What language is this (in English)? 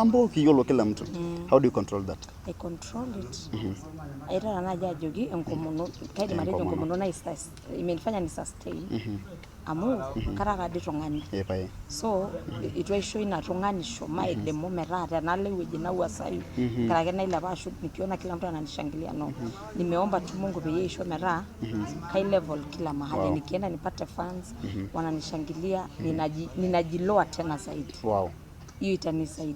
Masai